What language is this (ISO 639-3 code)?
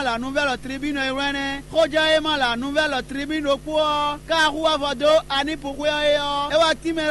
fon